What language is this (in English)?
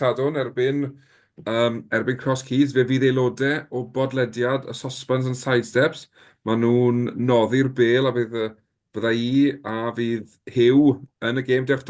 Welsh